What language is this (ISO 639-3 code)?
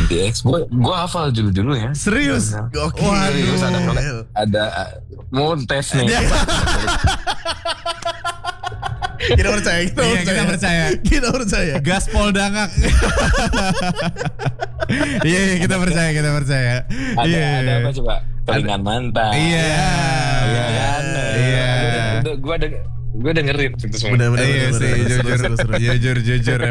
ind